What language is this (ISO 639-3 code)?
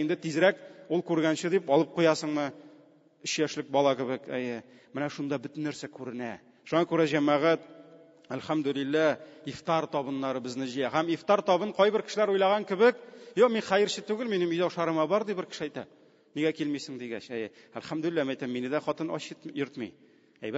tat